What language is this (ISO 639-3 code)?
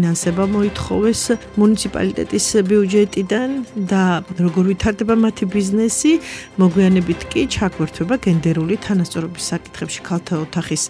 kat